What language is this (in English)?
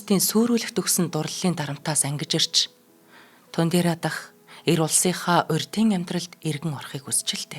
Mongolian